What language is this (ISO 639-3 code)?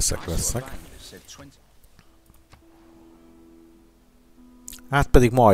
hun